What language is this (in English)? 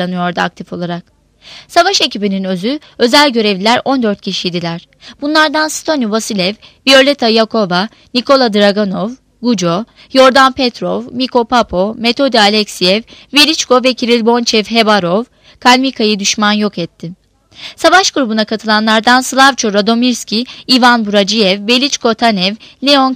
Turkish